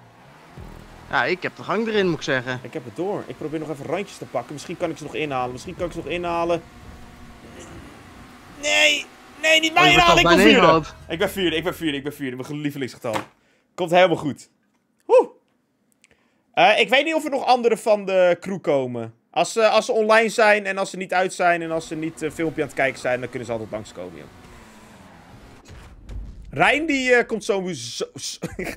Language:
Dutch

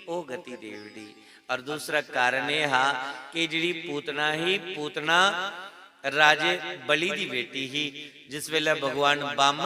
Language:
Dogri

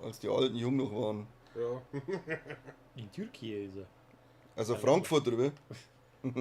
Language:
Bavarian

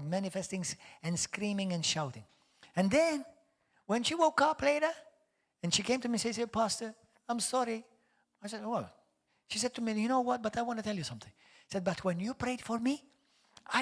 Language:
English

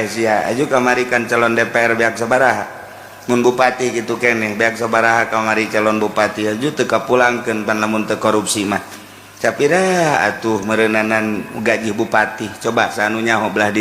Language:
Sundanese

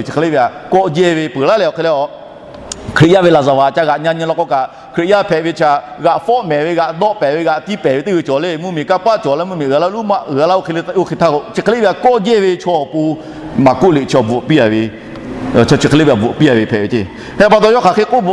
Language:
Lahu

